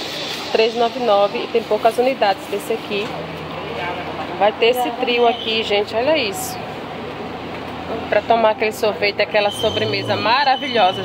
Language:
Portuguese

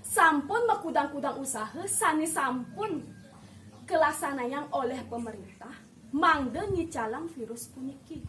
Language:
Balinese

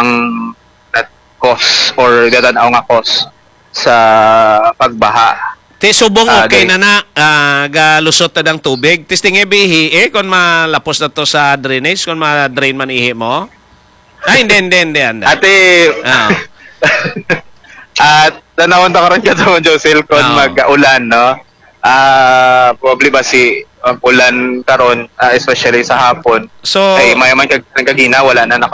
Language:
Hiligaynon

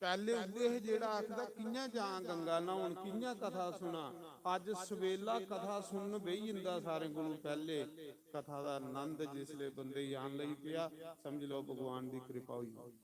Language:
Dogri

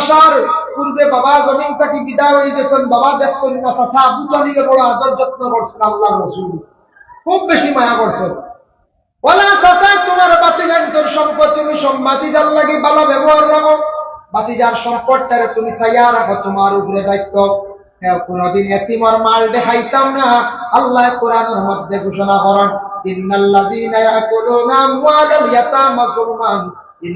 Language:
Sylheti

